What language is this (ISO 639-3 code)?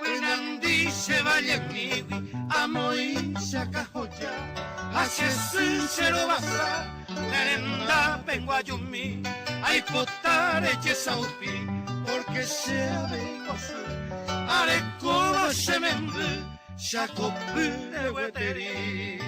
grn